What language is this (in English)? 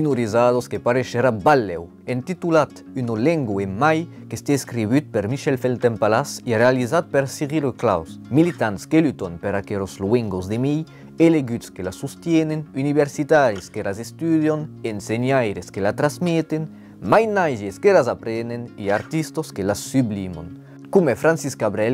Occitan